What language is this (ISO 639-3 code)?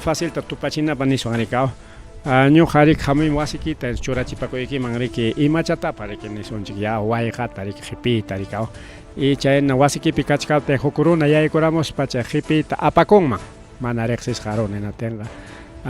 quy